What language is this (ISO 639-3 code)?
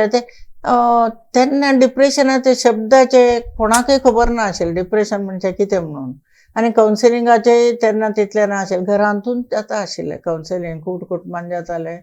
kok